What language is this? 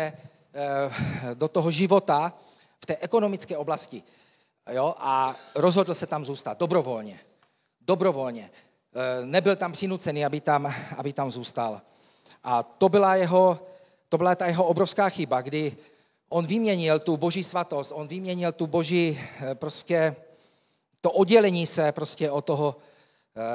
Czech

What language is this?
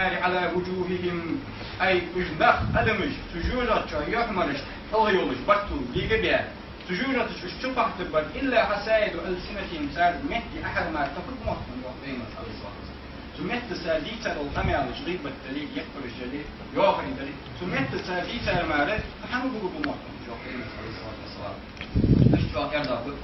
Ingush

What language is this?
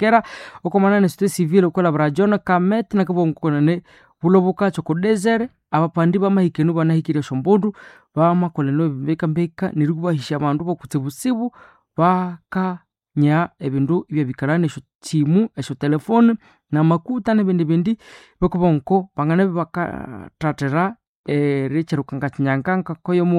Nande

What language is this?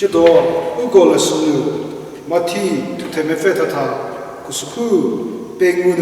Angami Naga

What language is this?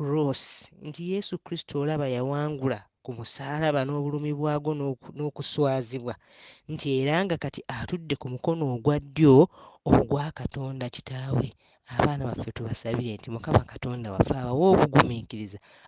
Ganda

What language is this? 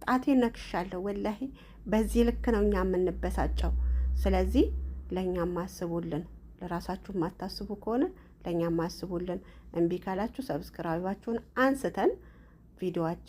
Amharic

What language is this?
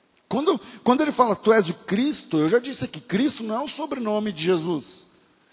Portuguese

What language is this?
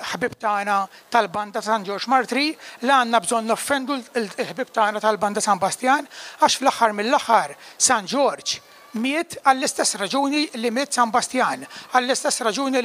Maltese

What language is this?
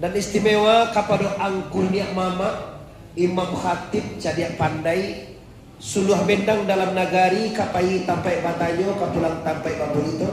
Minangkabau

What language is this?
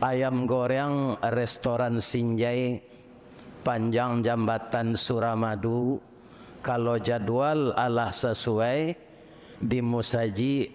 Minangkabau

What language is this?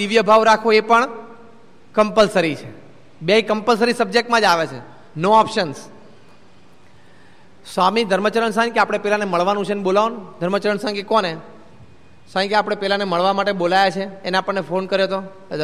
Gujarati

